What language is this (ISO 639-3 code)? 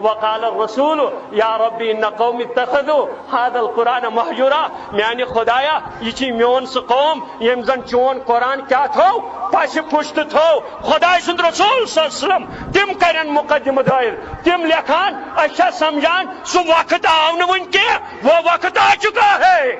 kas